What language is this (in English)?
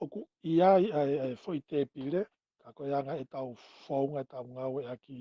Tongan